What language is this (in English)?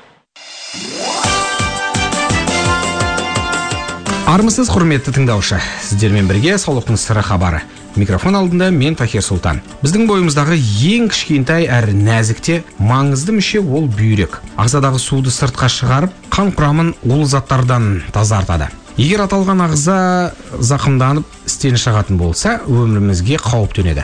Kazakh